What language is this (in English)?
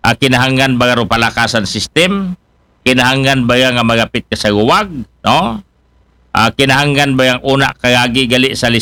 Aklanon